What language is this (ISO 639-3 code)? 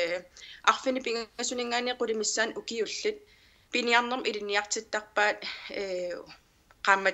kal